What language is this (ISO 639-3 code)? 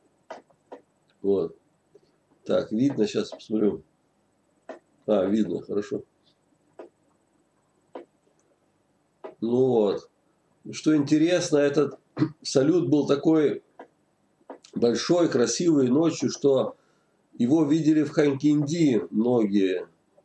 rus